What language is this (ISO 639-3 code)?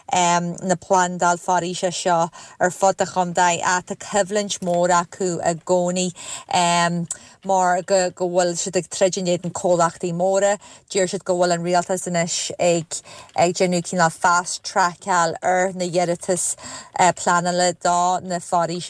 gle